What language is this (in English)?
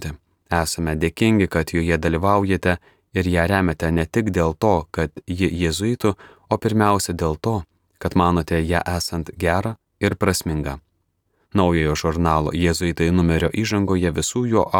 Lithuanian